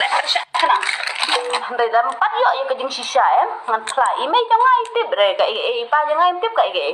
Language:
Khasi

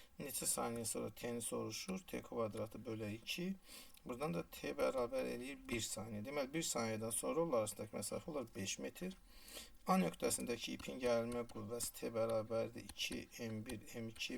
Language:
Azerbaijani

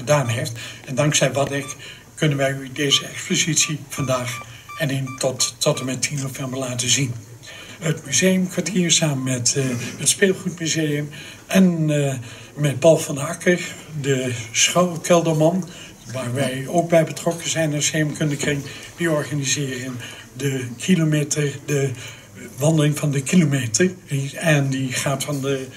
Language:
Dutch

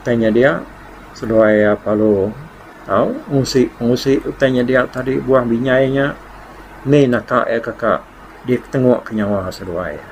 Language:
Iban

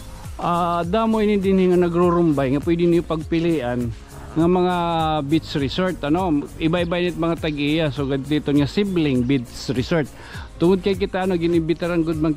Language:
Waray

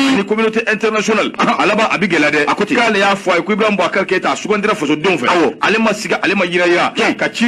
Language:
Bambara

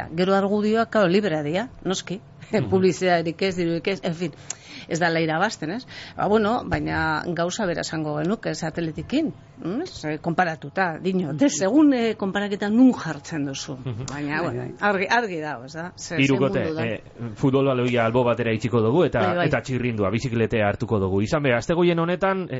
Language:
Basque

